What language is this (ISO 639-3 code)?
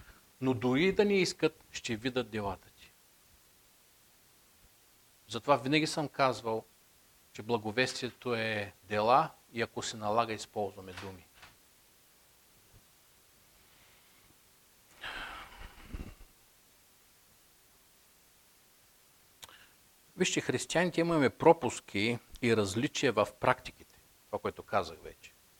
bul